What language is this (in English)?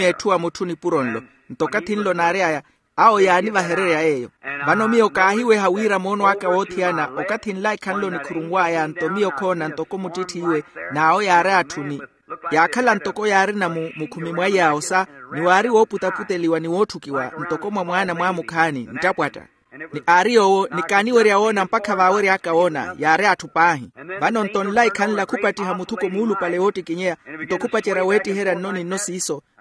Makhuwa